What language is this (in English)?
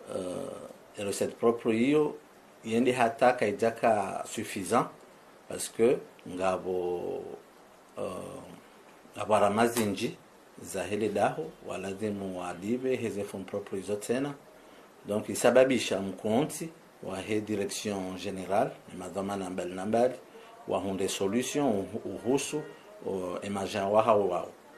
Ngazidja Comorian